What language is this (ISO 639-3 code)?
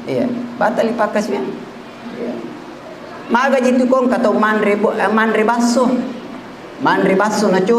bug